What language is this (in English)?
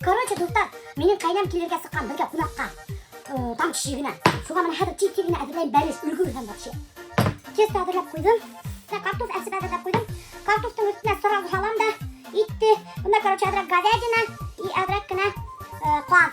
Bashkir